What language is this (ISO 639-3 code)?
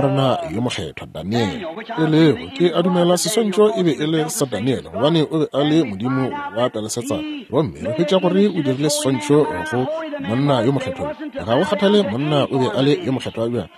nso